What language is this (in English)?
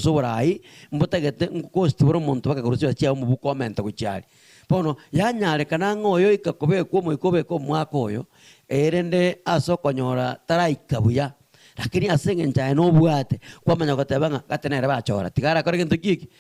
Gusii